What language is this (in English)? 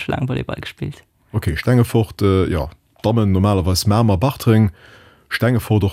Luxembourgish